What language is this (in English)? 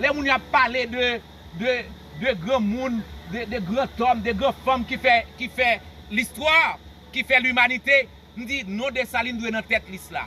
Haitian Creole